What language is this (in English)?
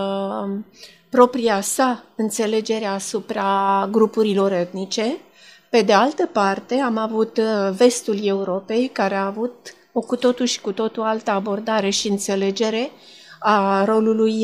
Romanian